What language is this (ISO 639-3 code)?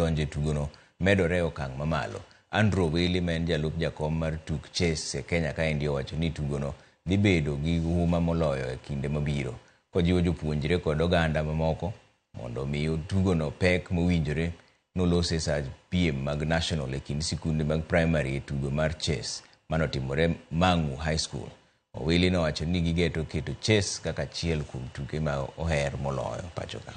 luo